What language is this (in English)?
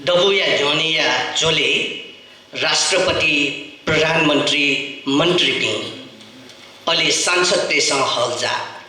Newari